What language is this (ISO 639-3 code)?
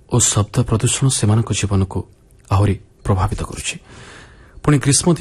ori